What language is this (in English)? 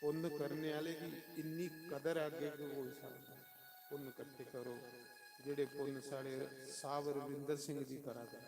Dogri